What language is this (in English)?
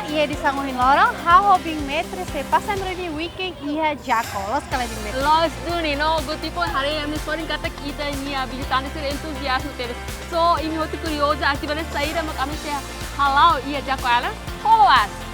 Tetum